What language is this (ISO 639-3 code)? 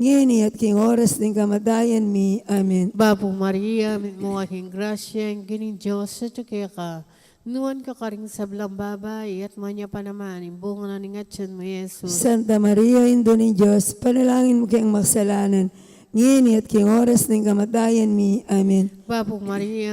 pam